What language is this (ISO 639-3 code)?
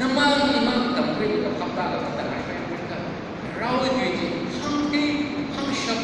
nmf